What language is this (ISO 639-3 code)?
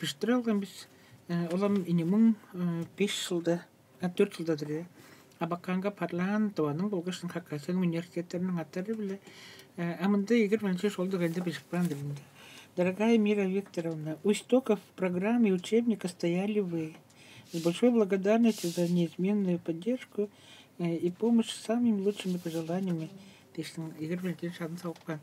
tyv